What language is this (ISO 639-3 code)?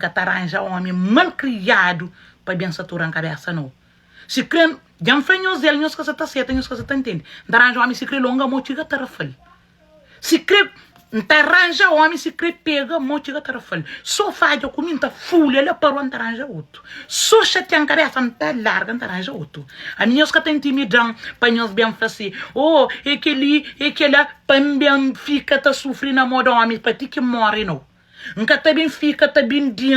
kea